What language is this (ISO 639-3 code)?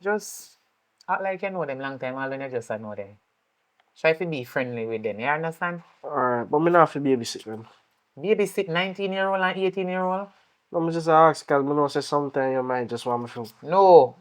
jam